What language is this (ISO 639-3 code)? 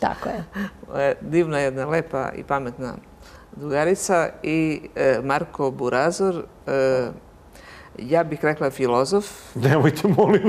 srp